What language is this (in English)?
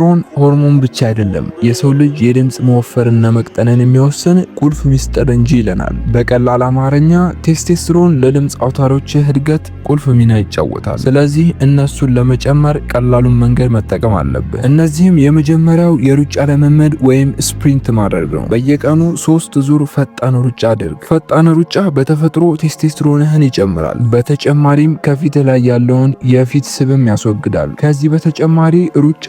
Amharic